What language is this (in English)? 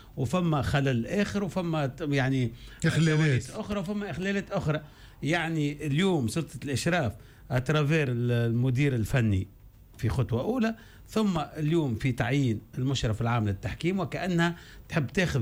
Tunisian Arabic